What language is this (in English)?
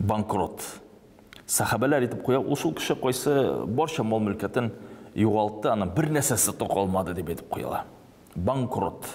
Tatar